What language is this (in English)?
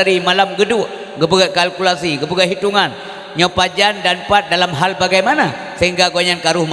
Achinese